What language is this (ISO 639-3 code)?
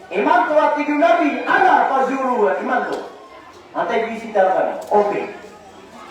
mrw